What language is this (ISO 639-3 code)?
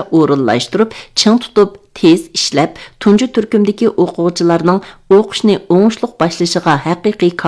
uig